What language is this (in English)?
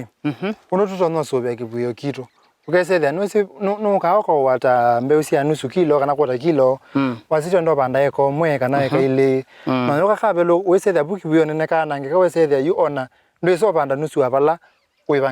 Kamba